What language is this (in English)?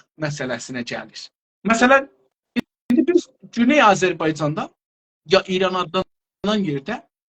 South Azerbaijani